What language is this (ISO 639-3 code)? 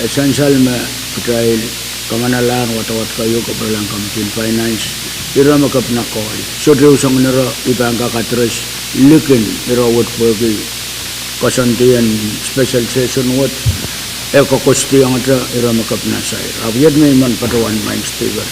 pon